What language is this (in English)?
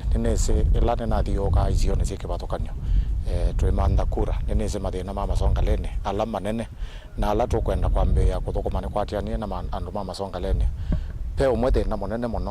Kamba